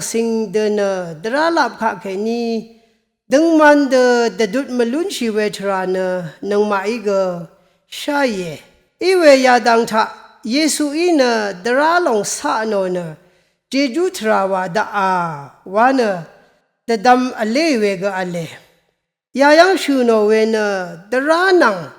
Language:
Rawang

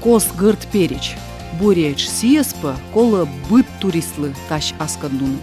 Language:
Komi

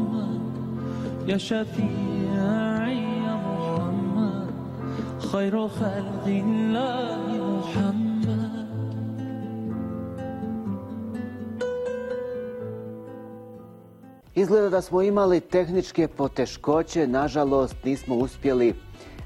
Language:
Bosnian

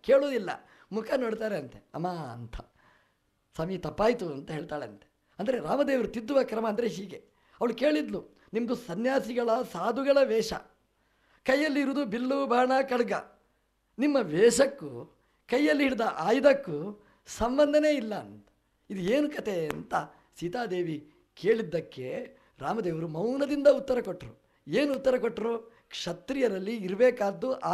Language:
Kannada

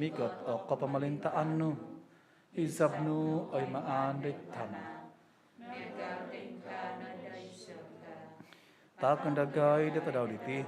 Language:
Central Dusun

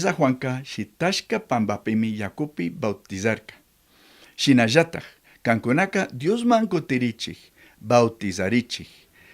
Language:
Chimborazo Highland Quichua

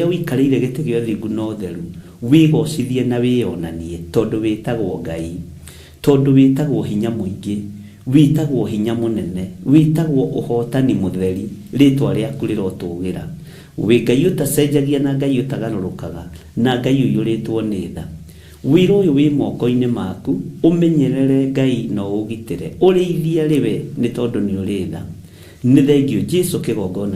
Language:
Kikuyu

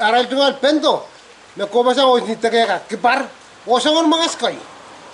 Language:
Pohnpeian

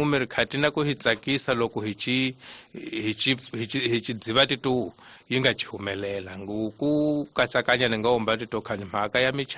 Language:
Tsonga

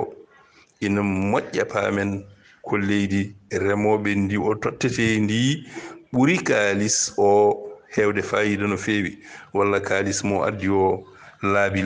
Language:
Fula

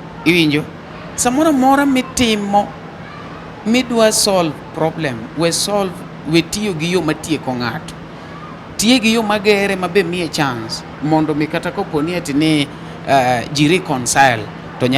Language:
Luo (Kenya and Tanzania)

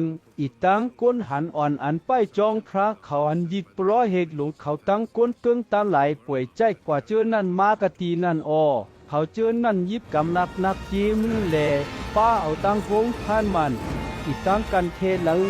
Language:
Shan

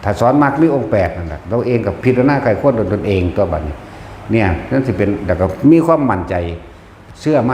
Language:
Northeastern Thai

